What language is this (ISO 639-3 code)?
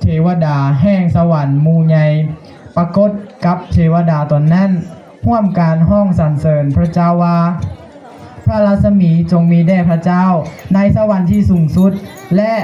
lao